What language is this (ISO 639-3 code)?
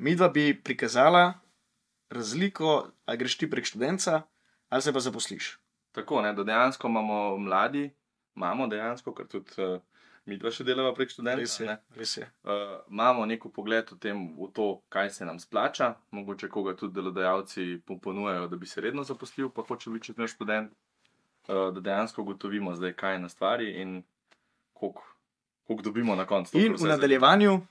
slv